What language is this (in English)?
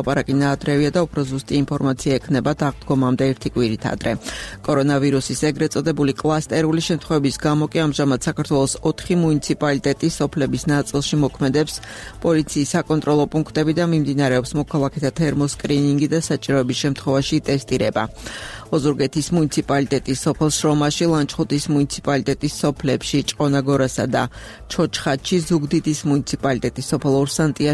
Georgian